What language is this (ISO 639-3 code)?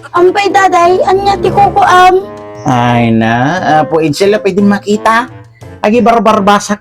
ilo